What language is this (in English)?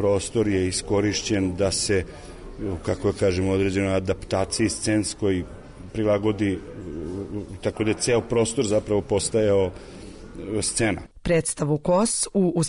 Serbian